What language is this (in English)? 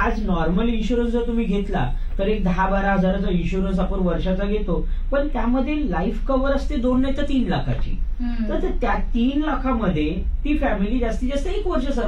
Marathi